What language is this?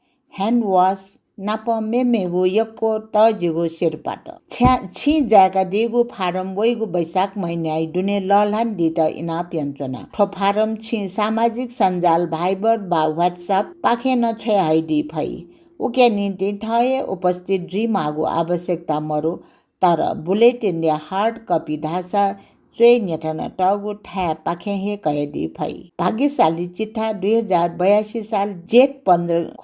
Newari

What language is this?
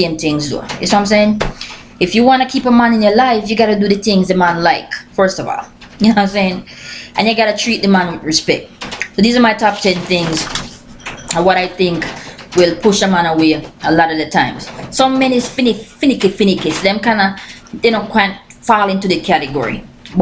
Jamaican Creole English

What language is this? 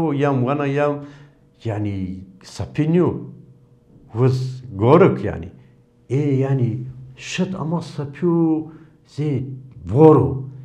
Zaza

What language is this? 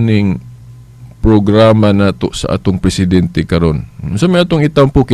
Cebuano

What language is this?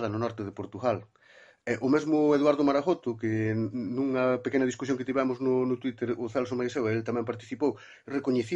Galician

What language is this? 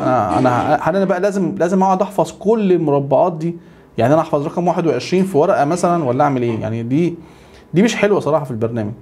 Egyptian Arabic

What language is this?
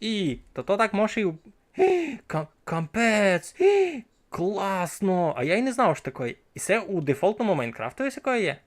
Rusyn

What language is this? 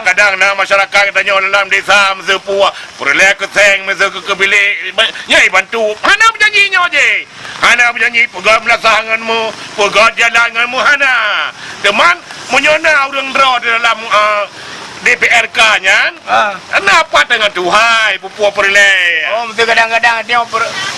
Achinese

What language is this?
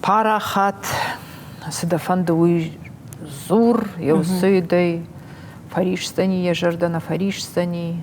Ossetic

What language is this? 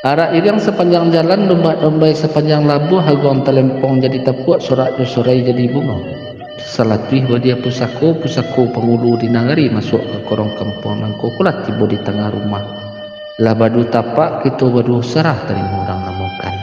Minangkabau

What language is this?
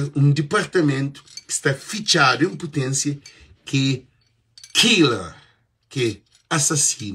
Kabuverdianu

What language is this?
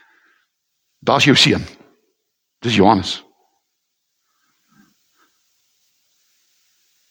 Afrikaans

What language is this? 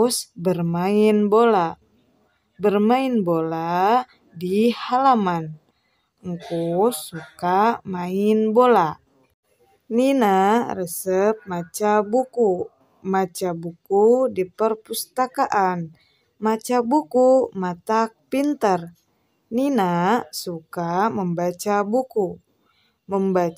Sundanese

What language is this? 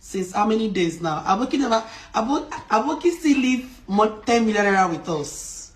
Nigerian Pidgin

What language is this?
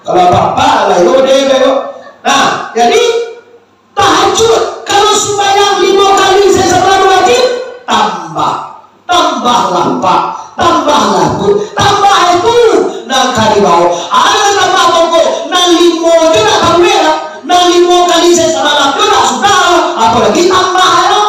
Minangkabau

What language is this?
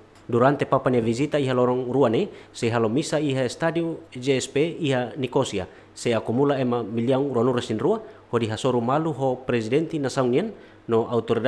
Tetum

